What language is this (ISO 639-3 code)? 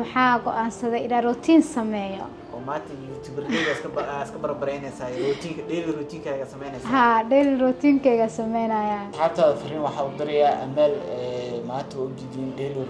som